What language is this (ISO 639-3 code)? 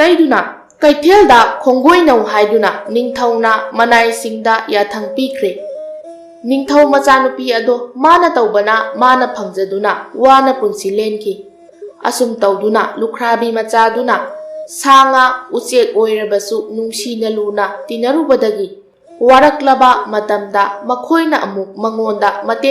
mni